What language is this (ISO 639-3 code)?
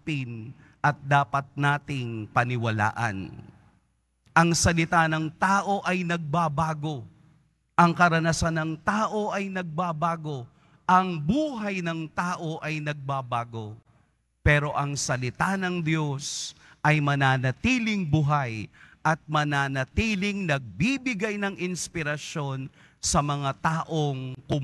fil